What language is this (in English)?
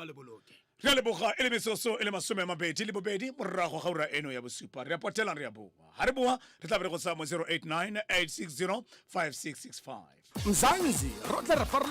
Tswana